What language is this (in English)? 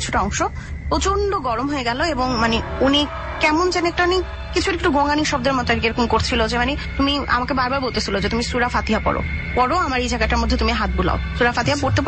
Bangla